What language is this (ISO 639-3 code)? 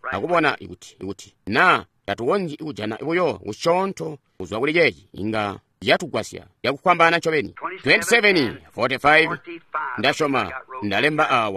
toi